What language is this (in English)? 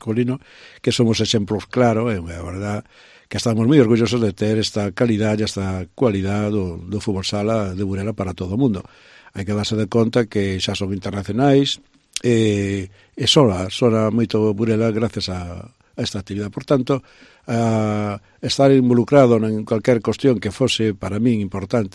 Galician